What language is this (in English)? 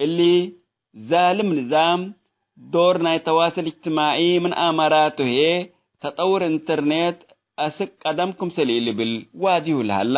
Tigre